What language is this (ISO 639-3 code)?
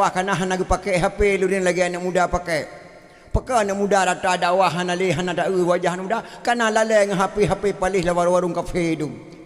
ace